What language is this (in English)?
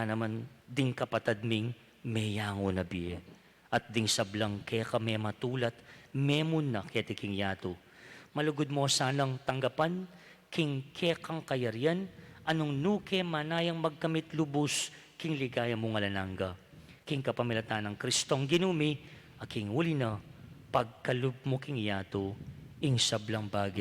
Pampanga